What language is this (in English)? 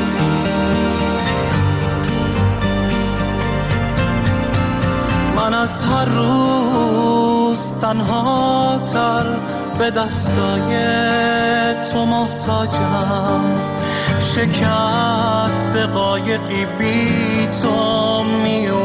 Persian